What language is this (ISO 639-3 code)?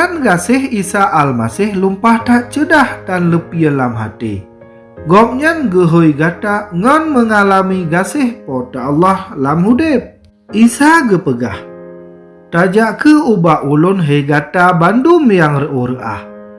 ace